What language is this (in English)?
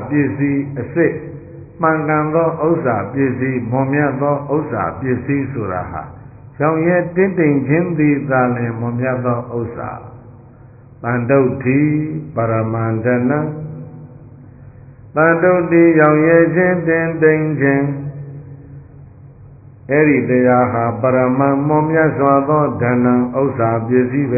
Burmese